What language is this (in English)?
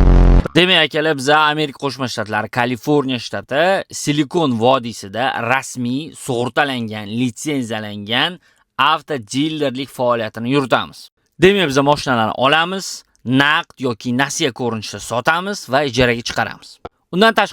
Uzbek